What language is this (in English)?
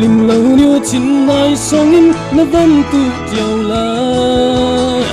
Falam Chin